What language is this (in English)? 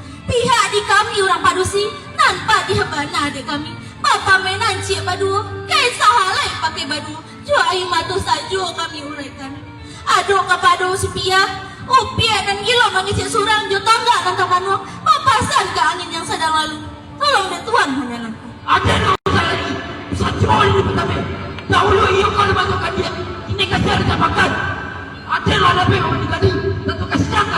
Minangkabau